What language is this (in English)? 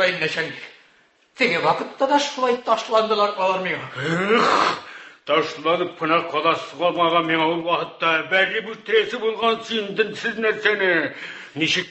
Tatar